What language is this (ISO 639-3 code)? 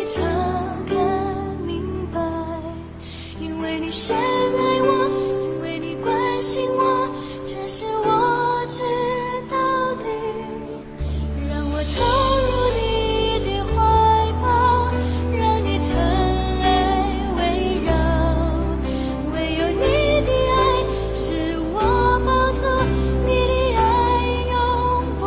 zho